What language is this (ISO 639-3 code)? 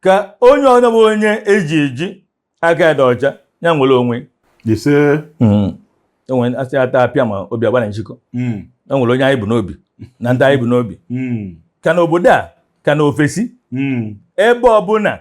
ibo